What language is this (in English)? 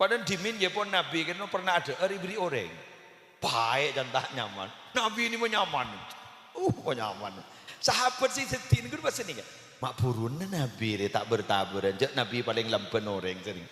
Madurese